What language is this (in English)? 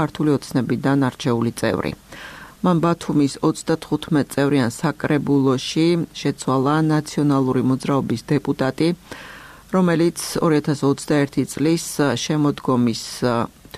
Georgian